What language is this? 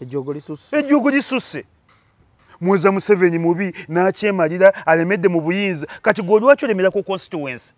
Ganda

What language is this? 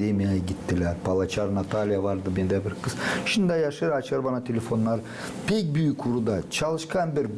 Gagauz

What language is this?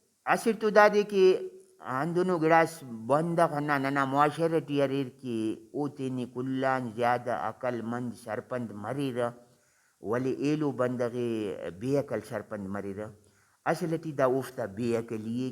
Brahui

